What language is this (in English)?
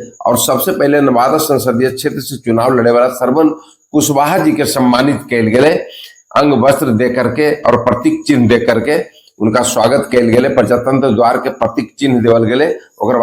Magahi